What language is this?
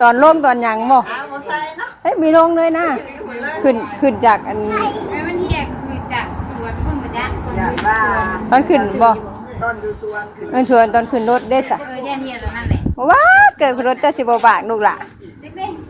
Northeastern Thai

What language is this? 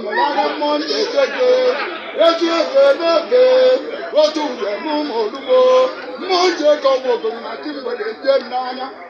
Igbo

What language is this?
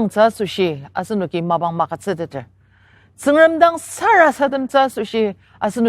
Ao Naga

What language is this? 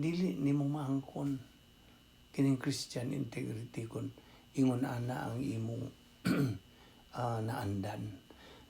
Cebuano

